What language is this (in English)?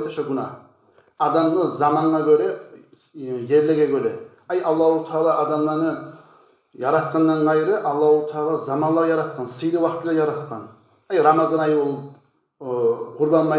Kumyk